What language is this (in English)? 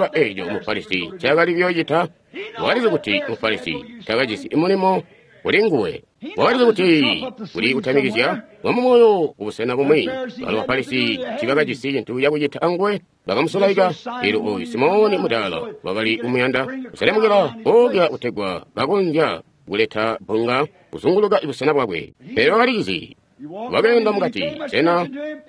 Tonga (Zambia)